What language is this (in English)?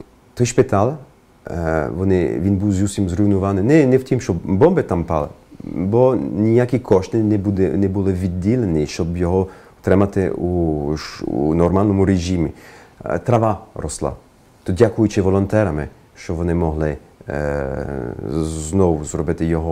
Ukrainian